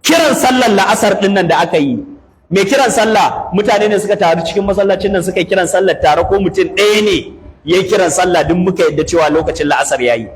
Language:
Hausa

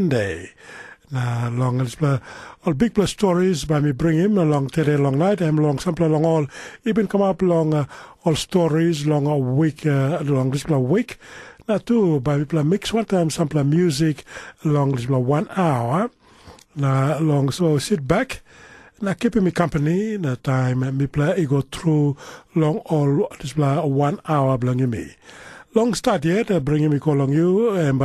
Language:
Tok Pisin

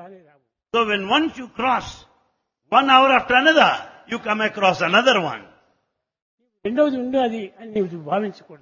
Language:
Telugu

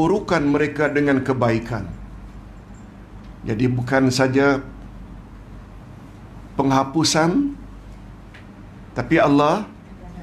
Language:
Malay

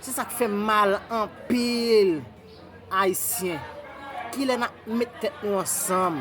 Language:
Haitian Creole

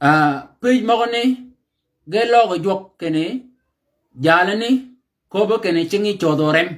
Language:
Shilluk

